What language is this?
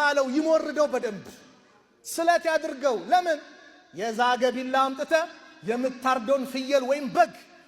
Amharic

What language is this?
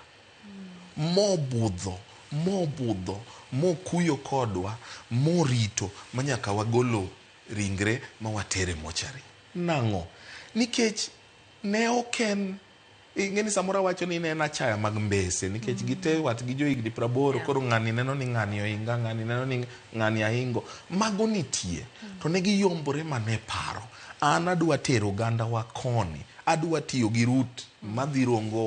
Luo (Kenya and Tanzania)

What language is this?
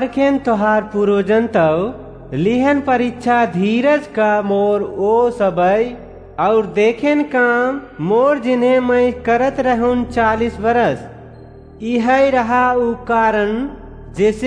Awadhi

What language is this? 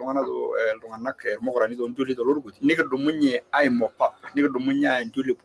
Masai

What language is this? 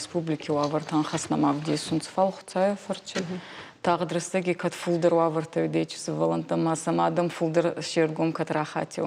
Ossetic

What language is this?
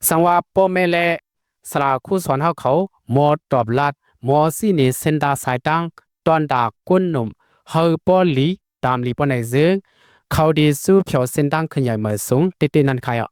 Shan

